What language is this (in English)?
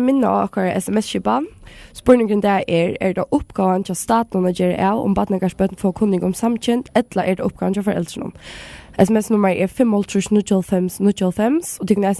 Faroese